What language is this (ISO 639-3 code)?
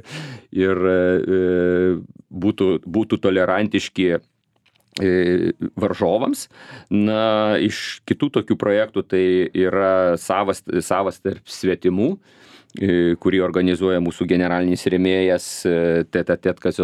lit